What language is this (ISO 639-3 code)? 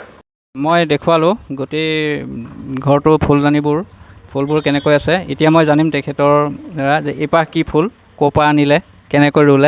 asm